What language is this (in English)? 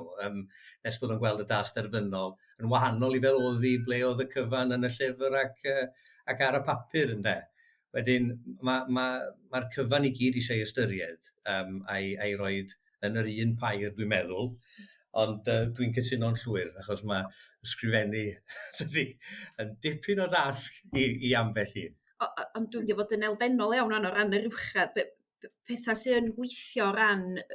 Welsh